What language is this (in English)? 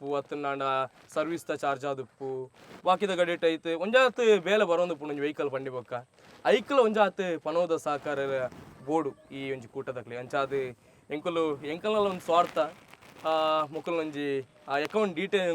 Tulu